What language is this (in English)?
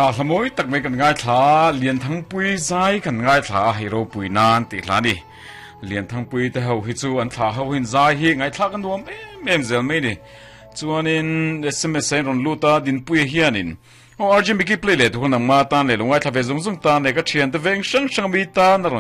Mizo